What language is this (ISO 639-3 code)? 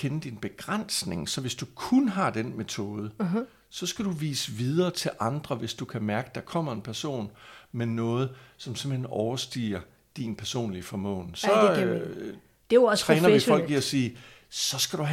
dan